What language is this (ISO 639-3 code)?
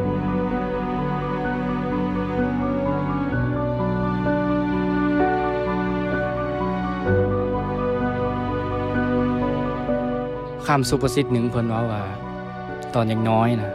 lao